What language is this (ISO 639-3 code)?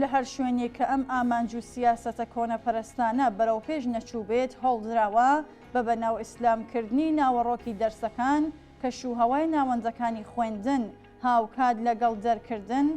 ckb